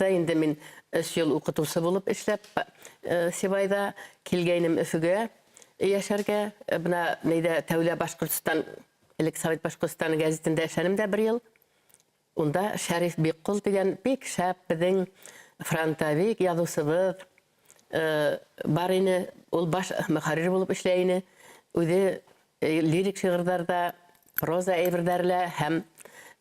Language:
Bashkir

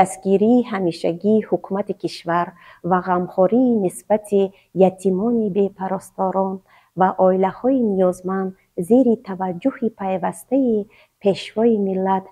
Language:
Tajik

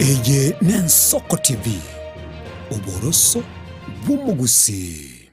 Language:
Gusii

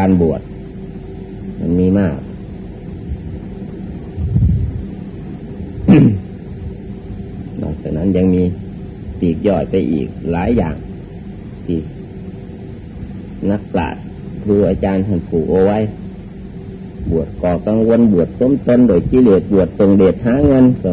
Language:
Thai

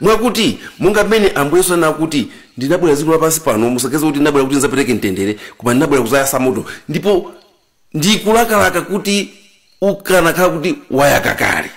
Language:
Nyanja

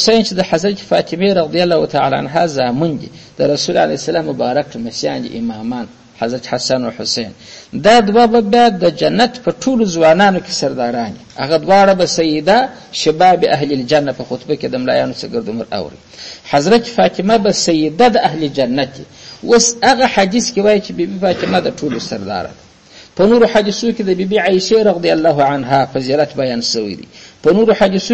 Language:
Pashto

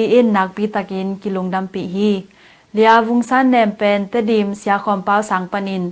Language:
Tedim Chin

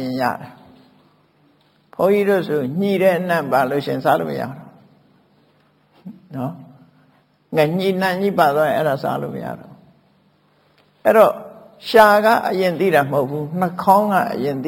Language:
Burmese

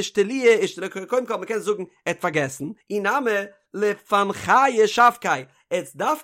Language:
Yiddish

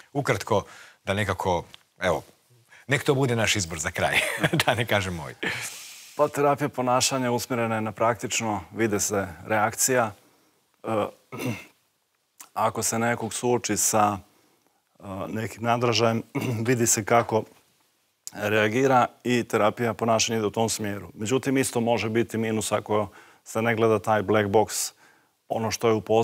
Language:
Croatian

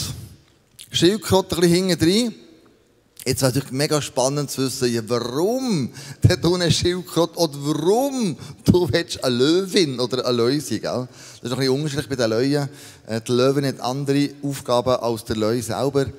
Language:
Swiss German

